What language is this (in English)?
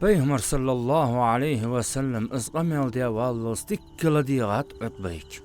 Ingush